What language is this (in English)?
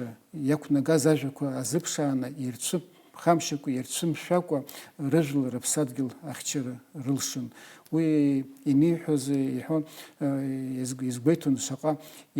Abkhazian